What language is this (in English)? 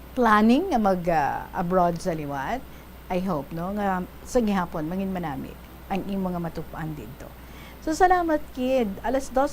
Hiligaynon